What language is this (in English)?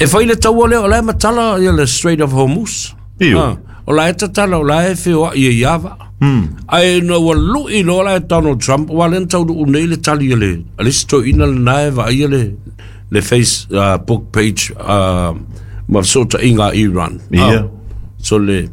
Samoan